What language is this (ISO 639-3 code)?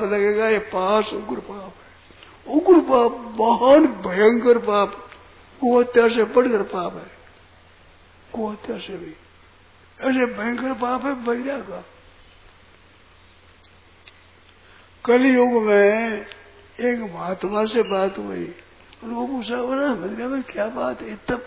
hin